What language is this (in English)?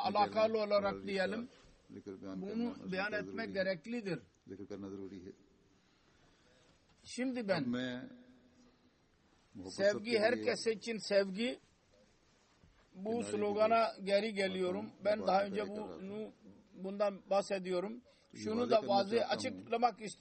Turkish